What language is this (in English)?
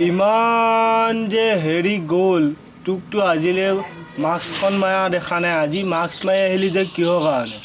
Assamese